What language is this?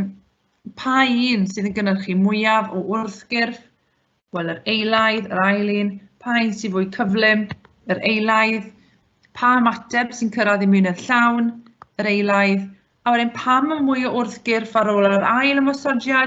Welsh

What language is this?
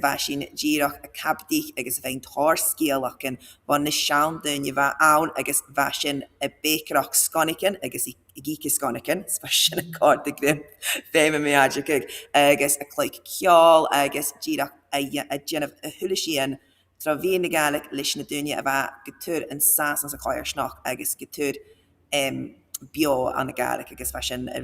Scottish Gaelic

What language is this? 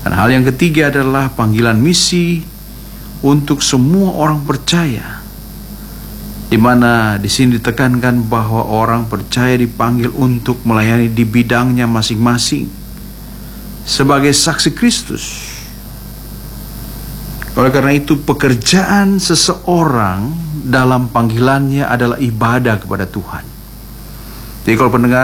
Indonesian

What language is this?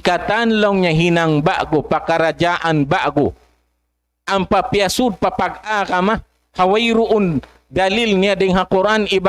Tausug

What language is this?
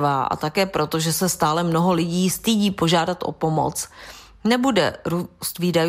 Czech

